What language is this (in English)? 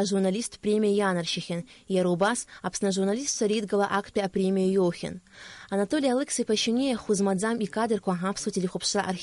Abkhazian